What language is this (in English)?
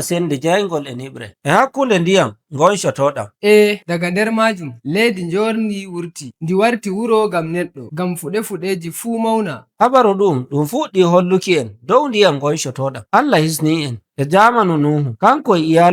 Nigerian Fulfulde